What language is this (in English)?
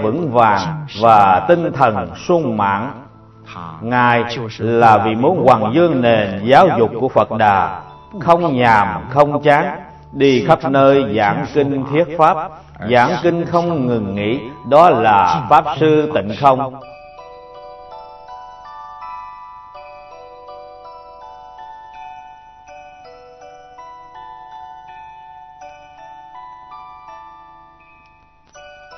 Vietnamese